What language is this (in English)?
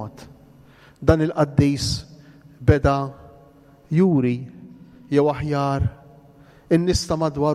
Maltese